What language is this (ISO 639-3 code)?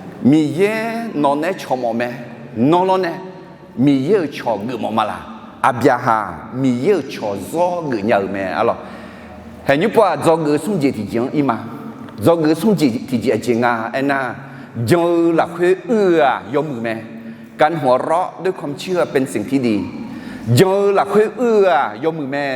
ahk